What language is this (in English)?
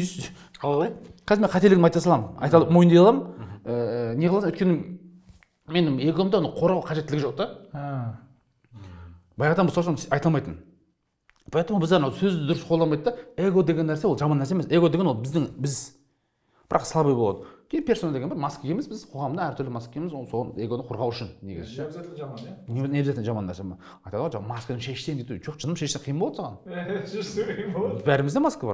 Kazakh